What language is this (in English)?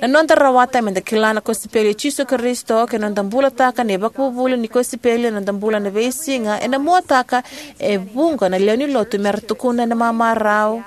Fijian